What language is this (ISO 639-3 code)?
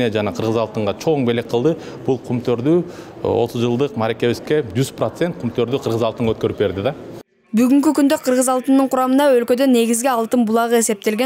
kir